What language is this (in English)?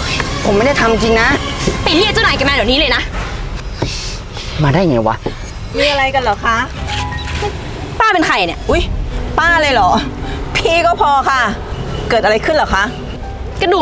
Thai